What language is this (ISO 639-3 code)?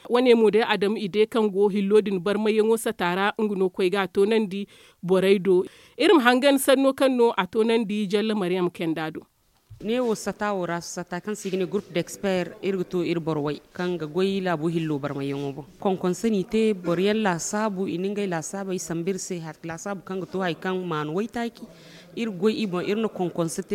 dje